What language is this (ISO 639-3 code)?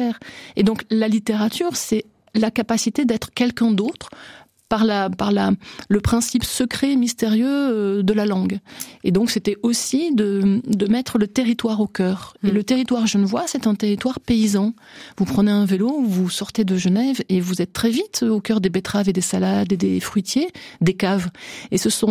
fra